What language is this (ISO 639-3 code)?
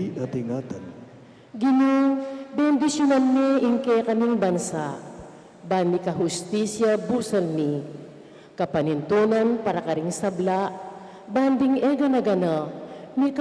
pam